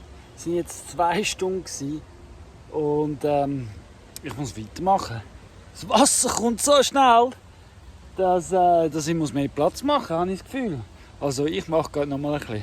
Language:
Swiss German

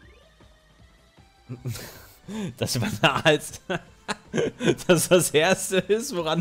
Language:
German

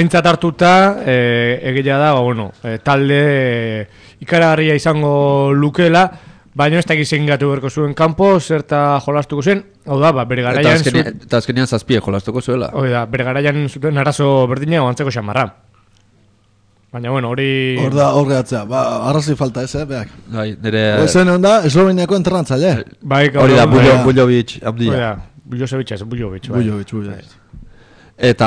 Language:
Basque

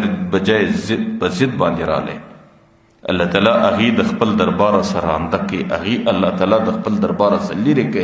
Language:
Pashto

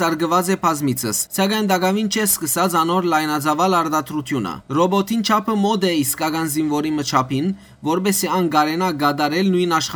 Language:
Western Armenian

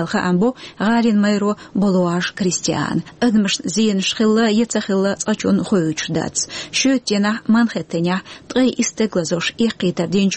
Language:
Chechen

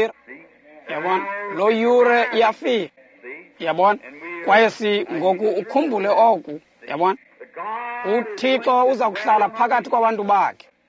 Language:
Xhosa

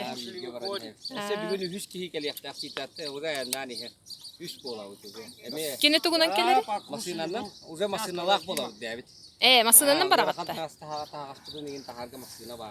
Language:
Yakut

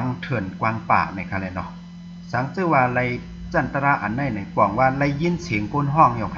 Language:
Shan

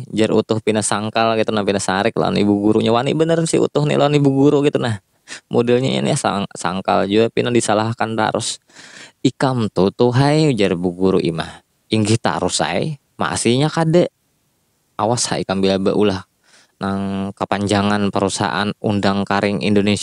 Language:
Banjar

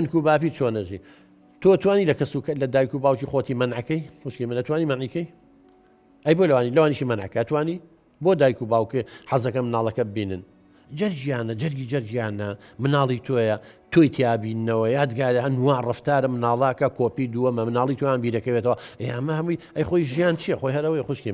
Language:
Central Kurdish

